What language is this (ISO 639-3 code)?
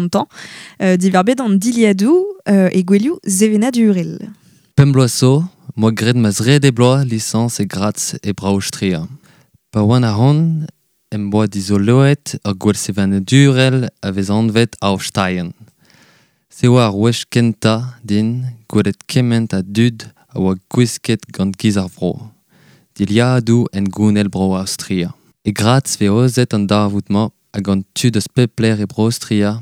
bre